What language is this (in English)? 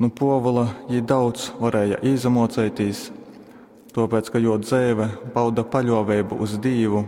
Latgalian